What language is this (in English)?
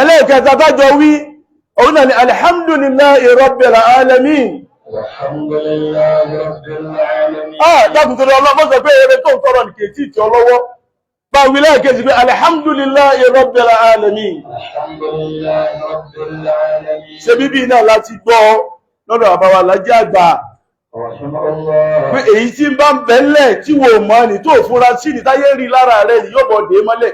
Yoruba